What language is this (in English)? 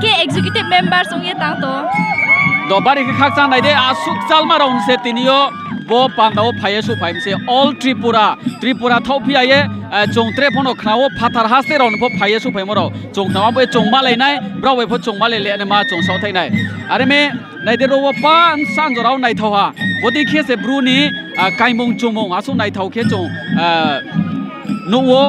Riang (India)